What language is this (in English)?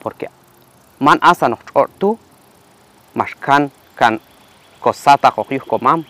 Q'anjob'al